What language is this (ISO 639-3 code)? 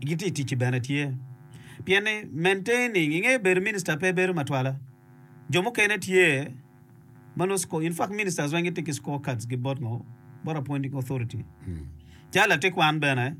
ach